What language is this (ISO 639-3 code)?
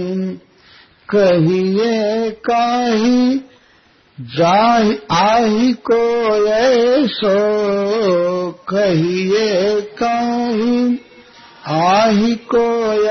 hin